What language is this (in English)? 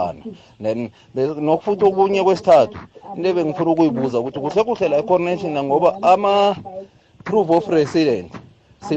South Ndebele